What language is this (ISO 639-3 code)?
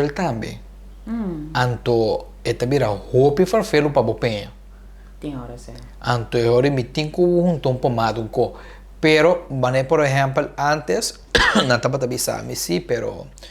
pap